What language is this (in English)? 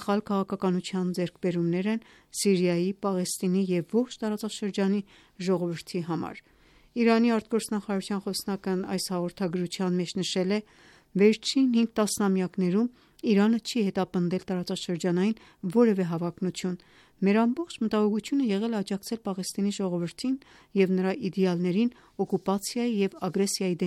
Armenian